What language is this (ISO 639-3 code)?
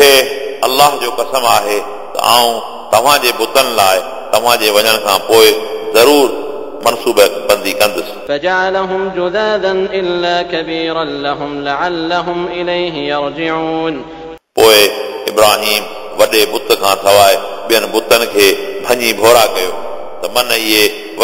snd